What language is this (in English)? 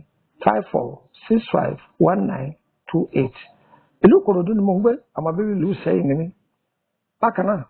Yoruba